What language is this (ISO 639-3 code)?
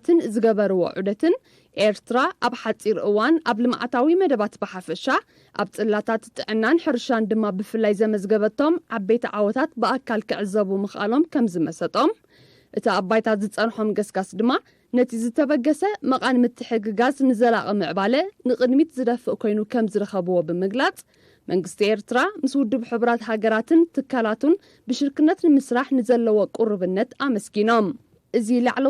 tir